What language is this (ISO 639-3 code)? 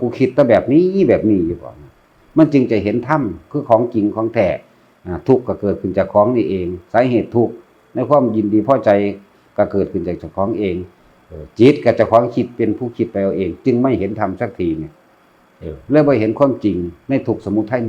tts